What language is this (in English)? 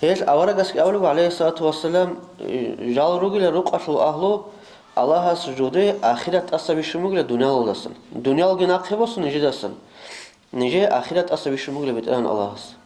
Avaric